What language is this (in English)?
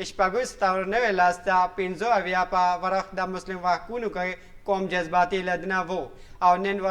Pashto